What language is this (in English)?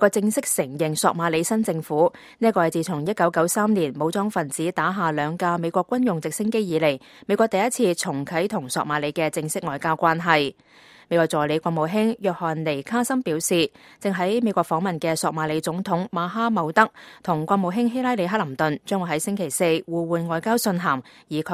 Cantonese